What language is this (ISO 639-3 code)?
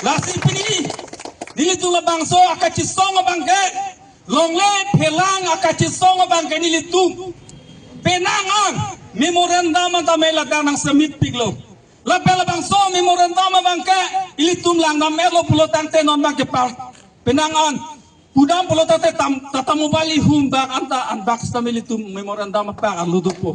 mjw